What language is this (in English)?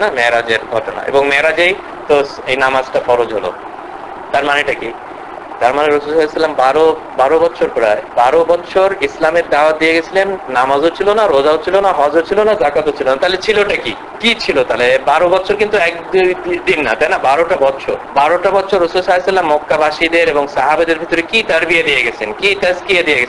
Bangla